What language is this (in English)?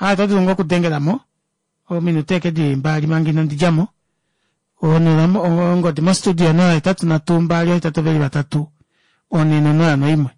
Kuanyama